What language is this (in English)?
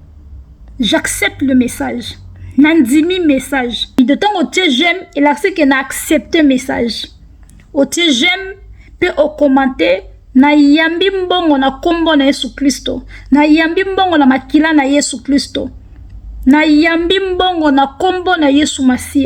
Lingala